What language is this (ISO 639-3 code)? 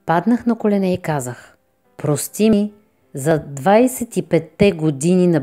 bul